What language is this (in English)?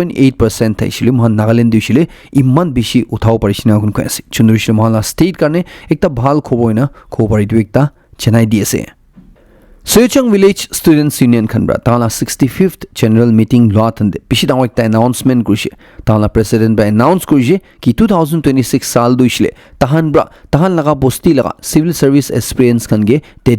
Naga Pidgin